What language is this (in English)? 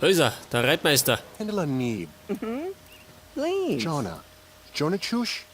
Bavarian